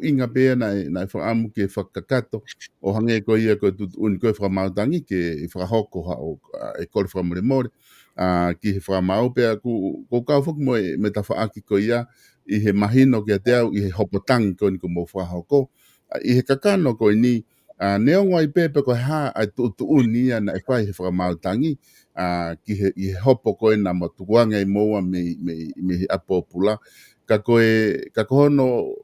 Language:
Tongan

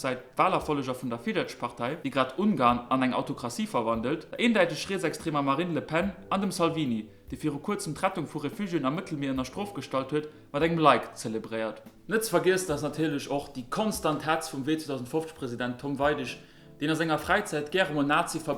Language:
Luxembourgish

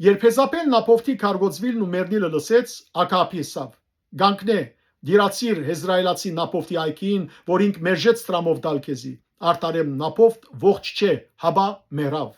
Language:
Western Armenian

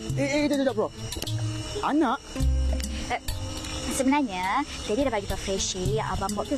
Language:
Malay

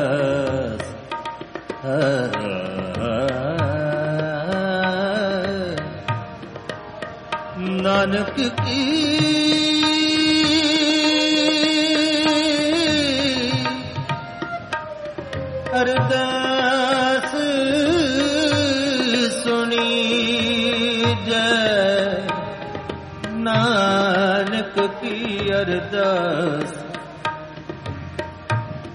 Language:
Punjabi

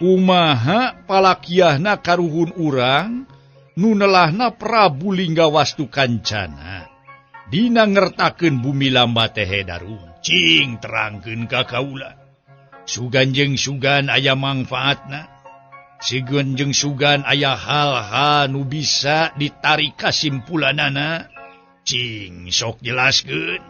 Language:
Sundanese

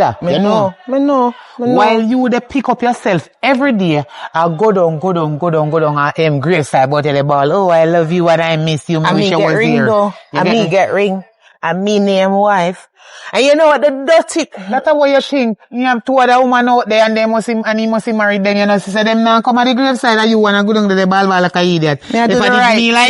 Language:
Jamaican Creole English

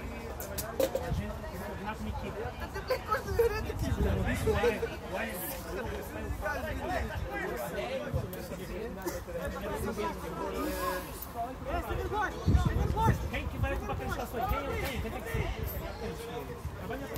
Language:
Portuguese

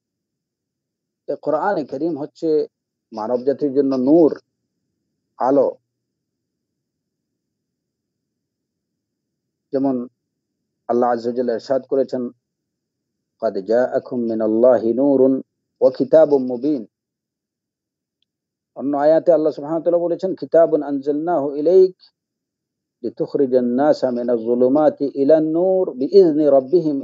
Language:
Bangla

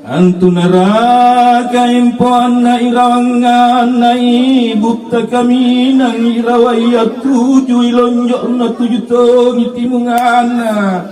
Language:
Makasar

